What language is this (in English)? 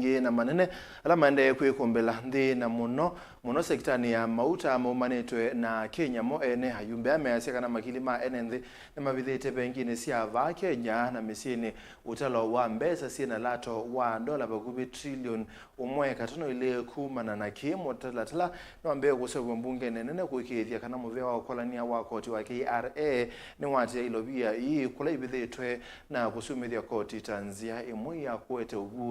Kamba